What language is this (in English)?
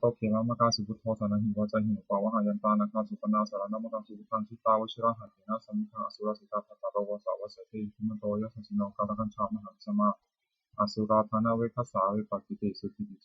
Pali